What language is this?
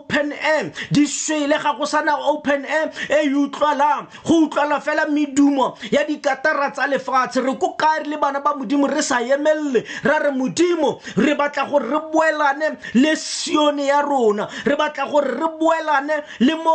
Tswana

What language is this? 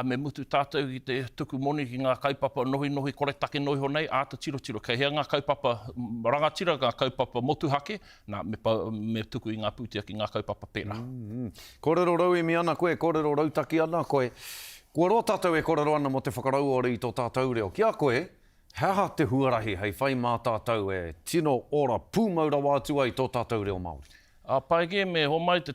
Māori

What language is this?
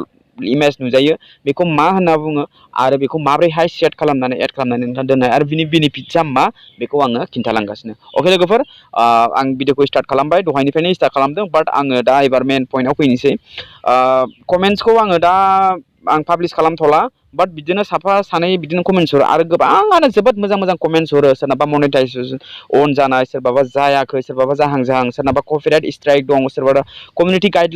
Bodo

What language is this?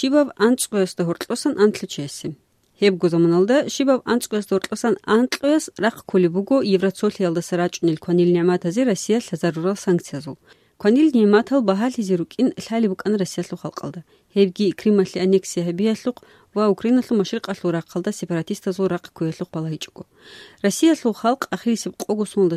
Avaric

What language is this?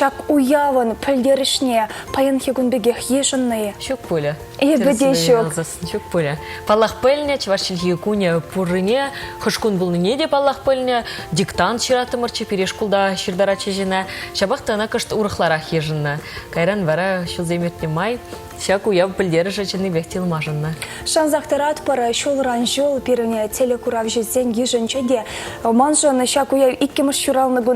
Chuvash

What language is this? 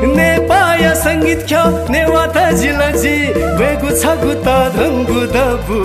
Newari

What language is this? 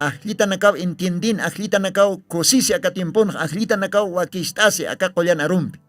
Aymara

